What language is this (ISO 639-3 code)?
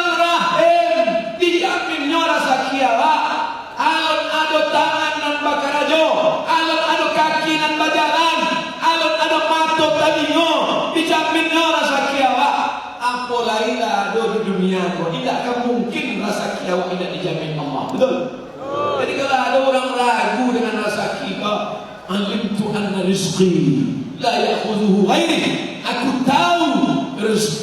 min